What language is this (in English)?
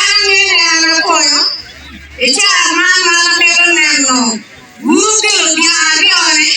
Acoli